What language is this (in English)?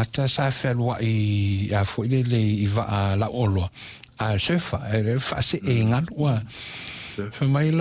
Samoan